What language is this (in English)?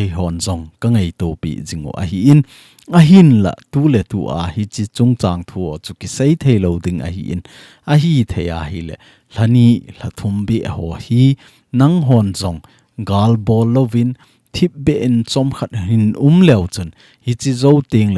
Thado Chin